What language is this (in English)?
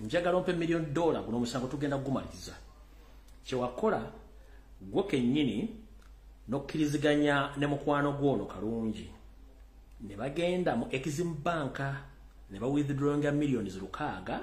Ganda